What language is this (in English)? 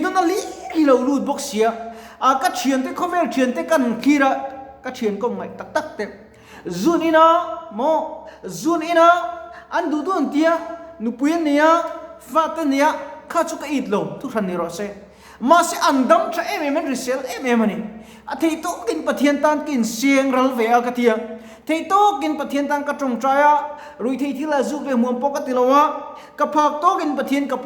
Mizo